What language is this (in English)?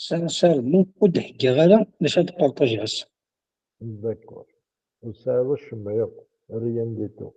Kabyle